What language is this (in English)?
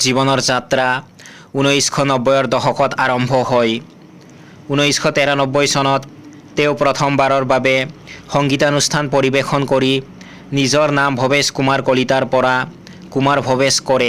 Assamese